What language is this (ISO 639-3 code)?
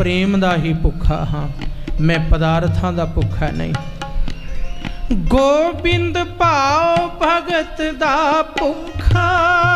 pan